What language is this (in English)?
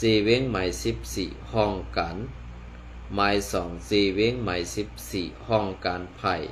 Shan